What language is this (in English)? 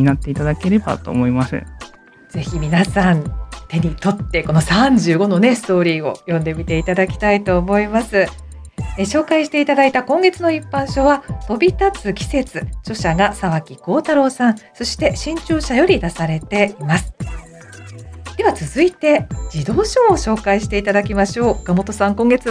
Japanese